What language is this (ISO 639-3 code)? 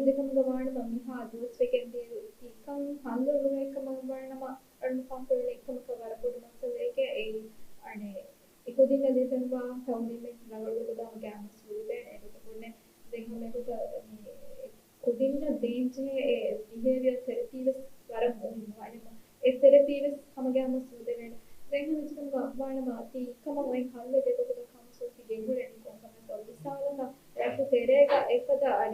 div